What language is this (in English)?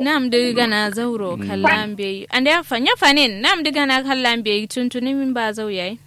Kanuri